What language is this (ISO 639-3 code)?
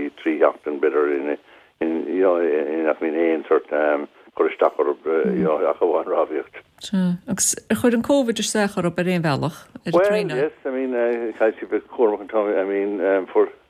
gle